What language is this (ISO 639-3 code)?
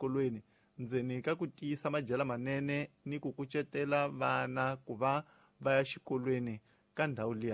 tso